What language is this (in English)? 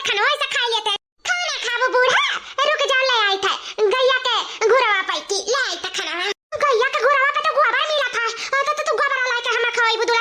Awadhi